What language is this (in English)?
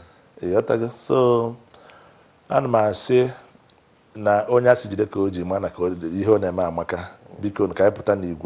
Igbo